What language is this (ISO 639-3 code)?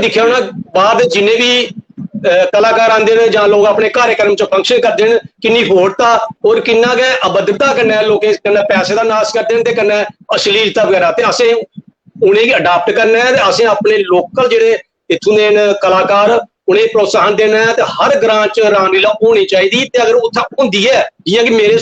doi